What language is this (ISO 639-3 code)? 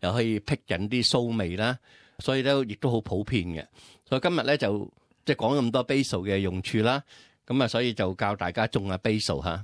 yue